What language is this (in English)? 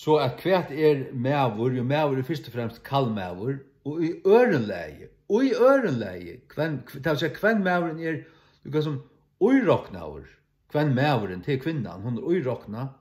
Faroese